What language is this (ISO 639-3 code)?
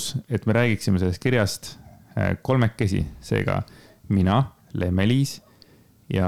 est